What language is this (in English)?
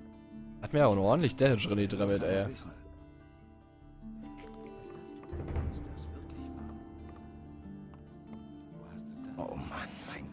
German